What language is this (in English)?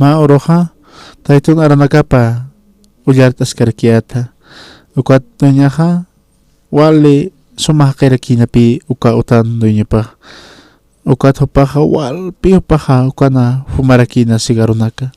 Aymara